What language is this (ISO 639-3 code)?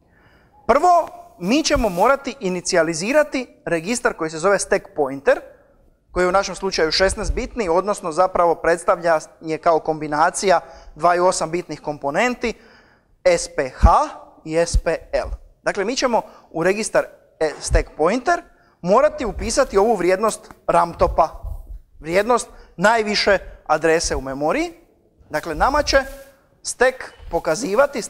hrv